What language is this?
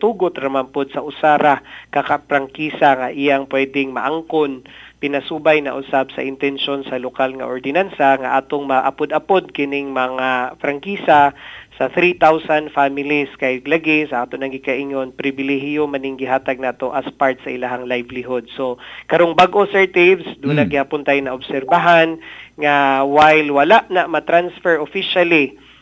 Cebuano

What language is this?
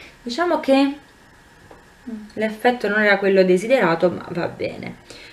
Italian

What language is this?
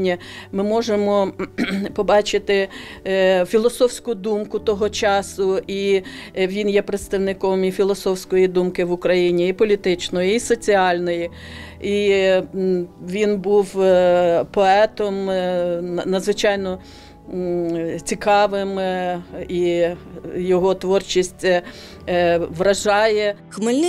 Ukrainian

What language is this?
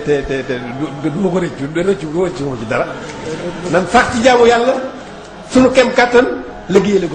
Wolof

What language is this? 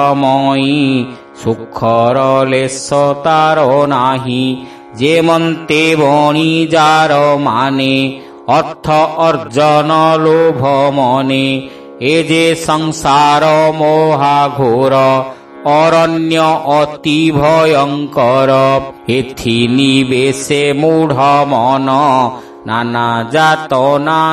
Odia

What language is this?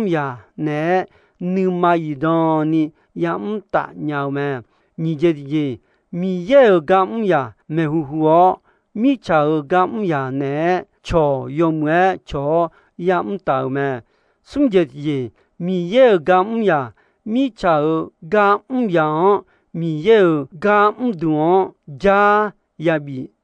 Akha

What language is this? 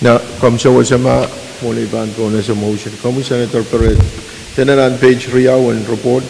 Pohnpeian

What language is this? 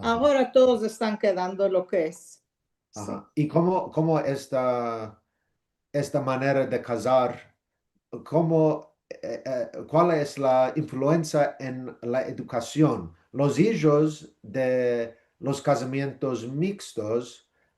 Ladino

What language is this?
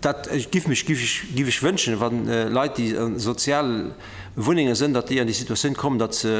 Luxembourgish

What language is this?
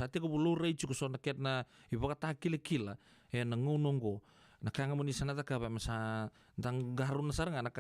Fijian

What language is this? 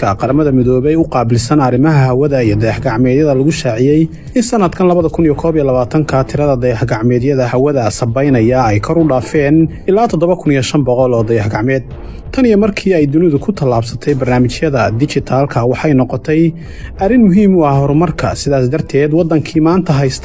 Somali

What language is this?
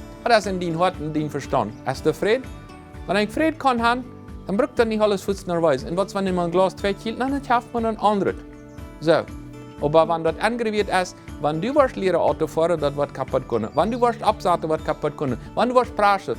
Plautdietsch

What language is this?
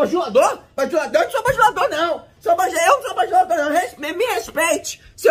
Portuguese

